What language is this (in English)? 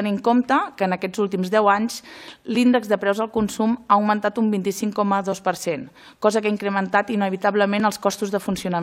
Catalan